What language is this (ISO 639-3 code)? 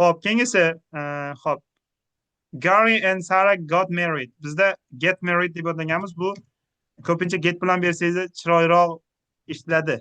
uzb